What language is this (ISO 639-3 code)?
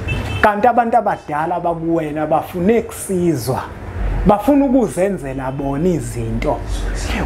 zul